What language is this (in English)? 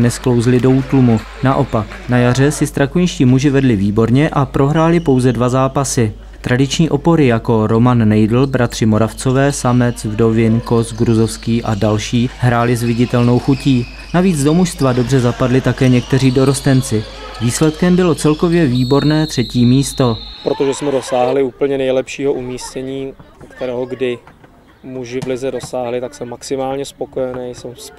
Czech